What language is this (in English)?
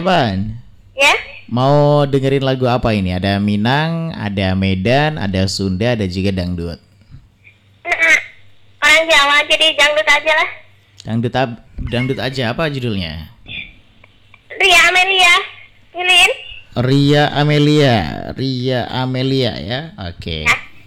Indonesian